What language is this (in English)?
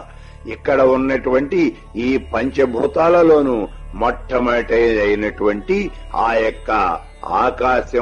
Telugu